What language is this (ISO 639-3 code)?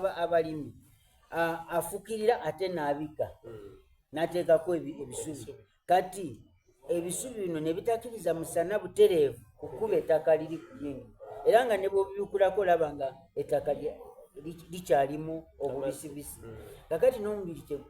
xog